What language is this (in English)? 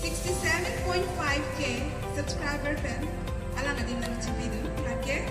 Karbi